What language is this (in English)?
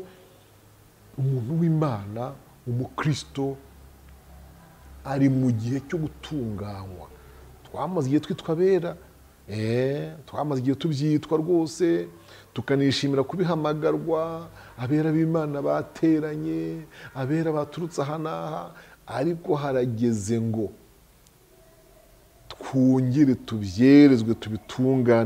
Kinyarwanda